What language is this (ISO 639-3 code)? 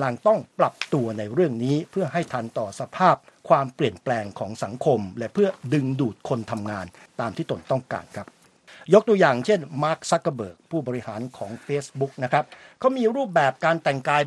tha